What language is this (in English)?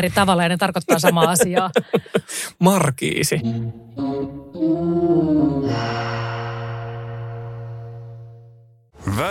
Finnish